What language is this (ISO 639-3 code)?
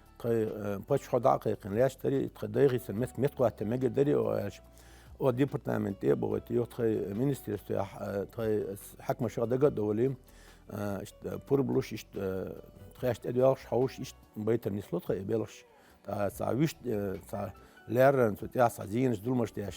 che